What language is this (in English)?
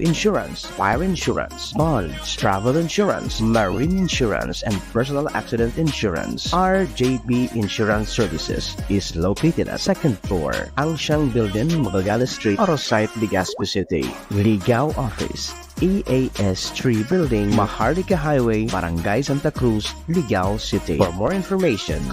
Bikol